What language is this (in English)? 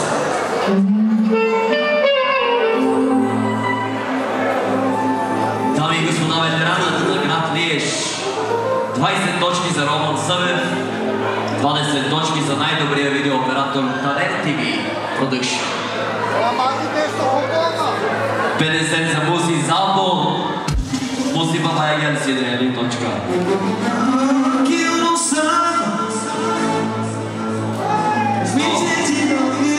Bulgarian